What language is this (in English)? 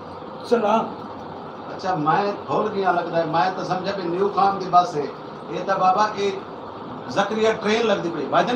Saraiki